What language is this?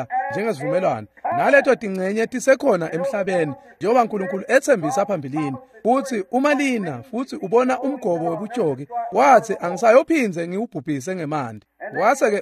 Swati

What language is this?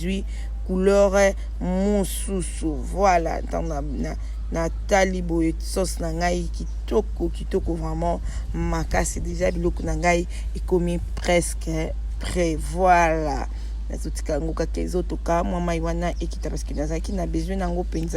Lingala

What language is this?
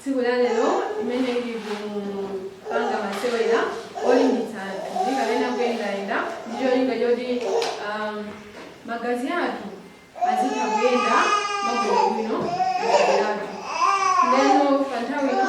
Nyanja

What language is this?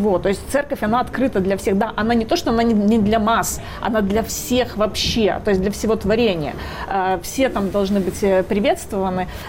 Russian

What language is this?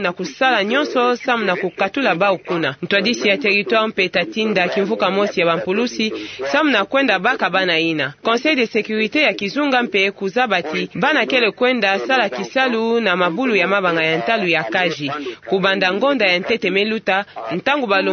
Kituba (Democratic Republic of Congo)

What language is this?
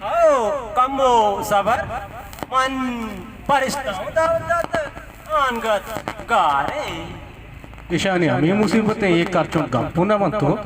Baluchi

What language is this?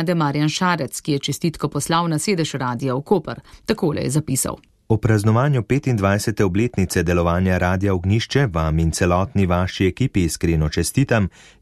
Slovenian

